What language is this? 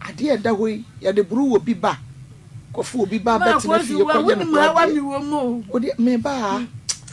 Akan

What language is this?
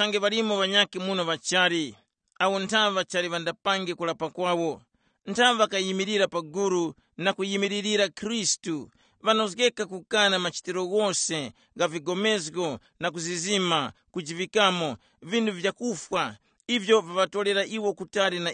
Tumbuka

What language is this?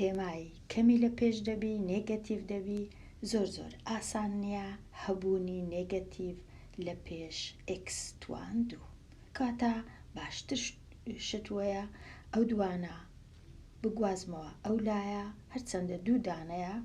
Central Kurdish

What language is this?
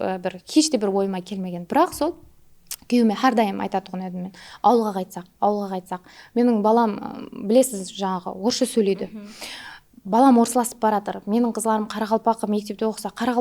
Kara-Kalpak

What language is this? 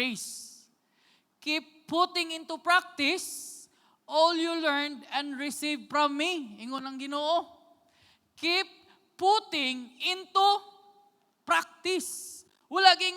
Cebuano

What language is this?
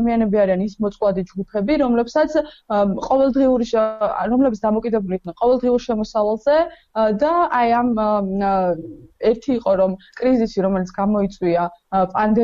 Georgian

